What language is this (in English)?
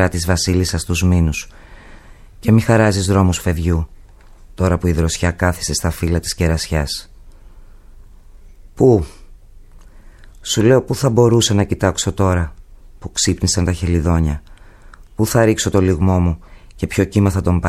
Greek